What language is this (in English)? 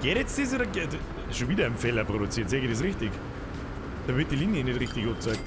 Bavarian